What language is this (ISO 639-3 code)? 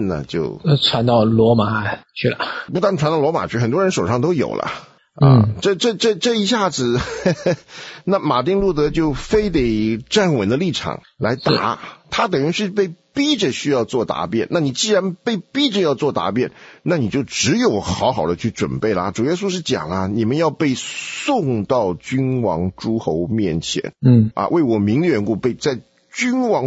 zho